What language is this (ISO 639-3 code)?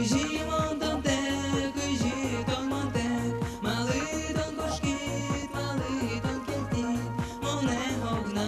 udm